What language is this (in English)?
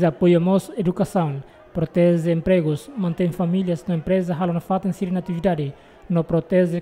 Tetum